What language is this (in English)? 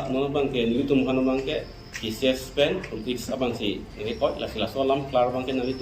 Karbi